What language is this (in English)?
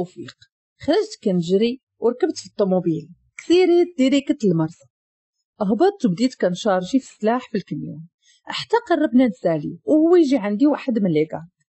Moroccan Arabic